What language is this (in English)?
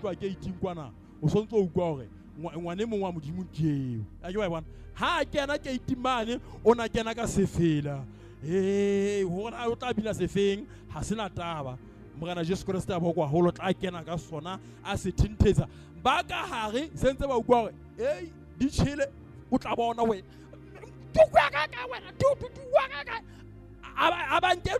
Southern Sotho